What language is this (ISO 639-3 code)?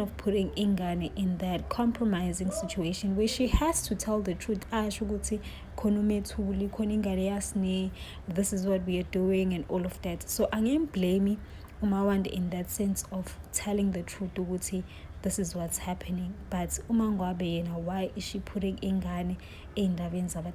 zul